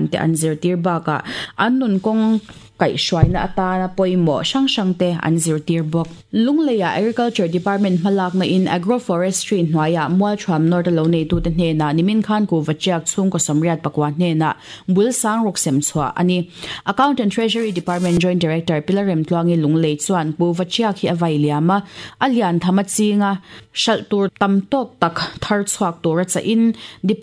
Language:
Mizo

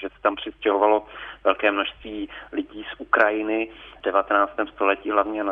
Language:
Czech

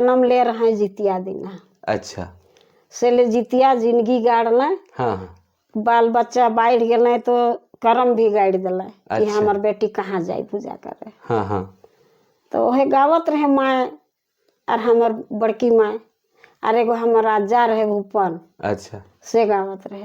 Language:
Sadri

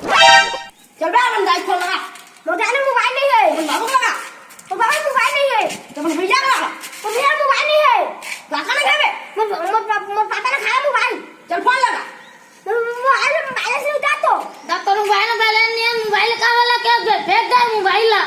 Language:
Chhattisgarhi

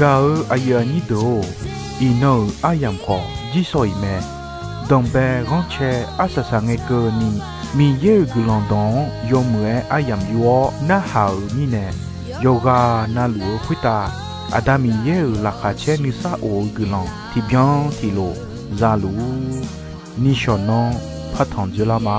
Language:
Akha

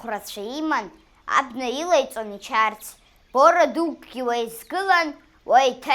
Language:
Abkhazian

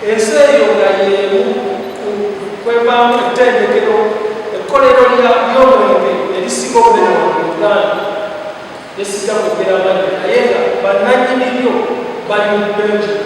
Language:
Soga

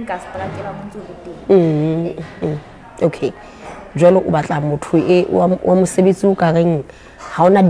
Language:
Southern Sotho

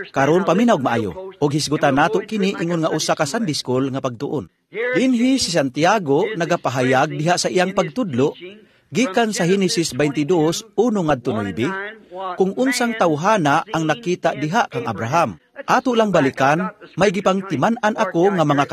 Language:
Cebuano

